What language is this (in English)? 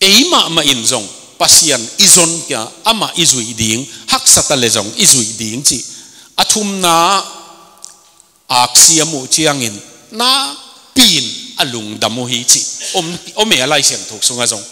Tedim Chin